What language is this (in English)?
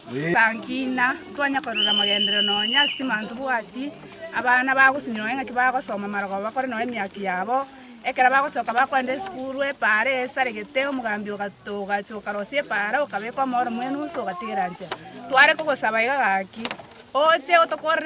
Gusii